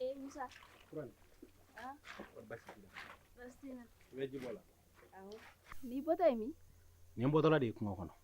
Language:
Bambara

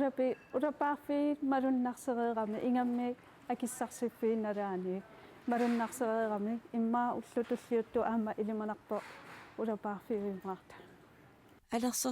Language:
Kalaallisut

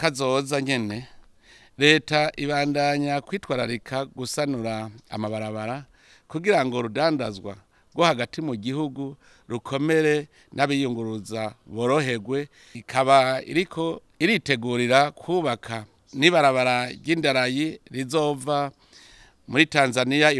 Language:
Rundi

